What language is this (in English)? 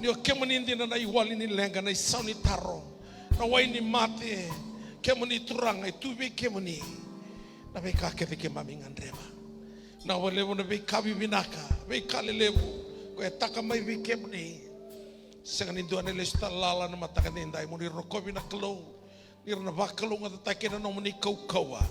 Fijian